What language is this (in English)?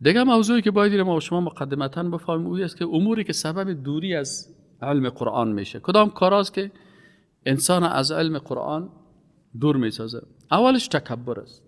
Persian